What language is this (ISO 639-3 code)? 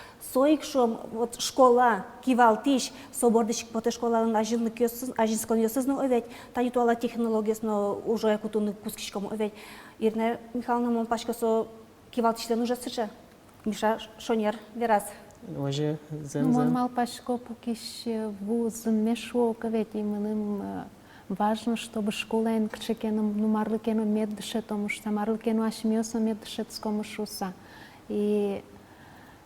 udm